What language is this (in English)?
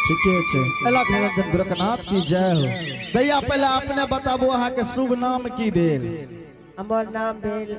Angika